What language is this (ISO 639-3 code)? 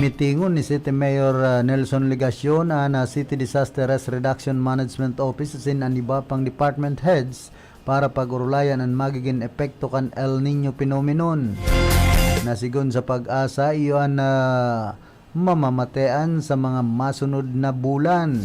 bik